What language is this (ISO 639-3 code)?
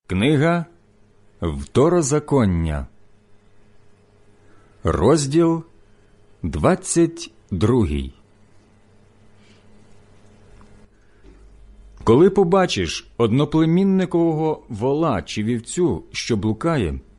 ukr